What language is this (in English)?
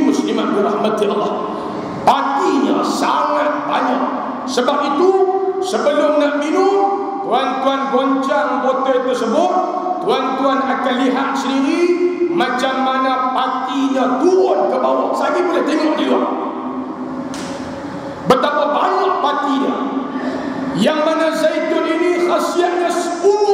Malay